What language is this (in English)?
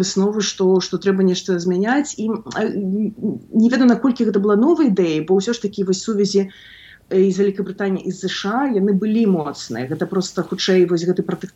Belarusian